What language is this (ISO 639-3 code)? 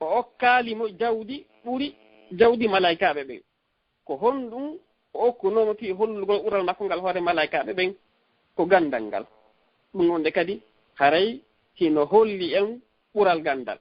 ful